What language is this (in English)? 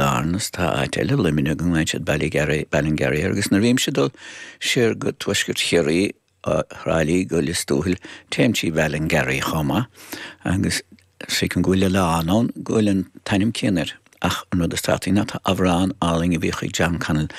Irish